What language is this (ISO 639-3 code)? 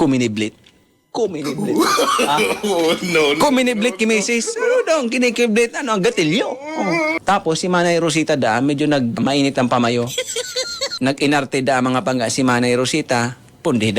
bik